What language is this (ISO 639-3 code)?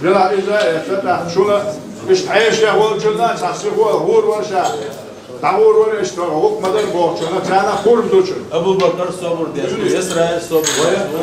che